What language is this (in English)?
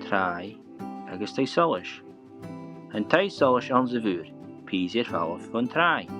Scottish Gaelic